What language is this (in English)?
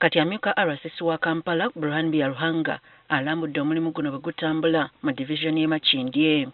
Ganda